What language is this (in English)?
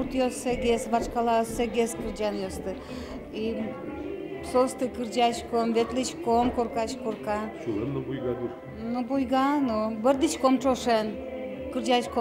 Udmurt